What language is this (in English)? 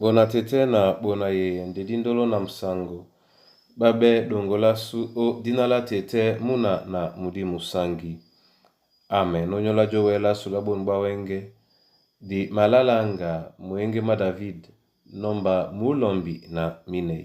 Duala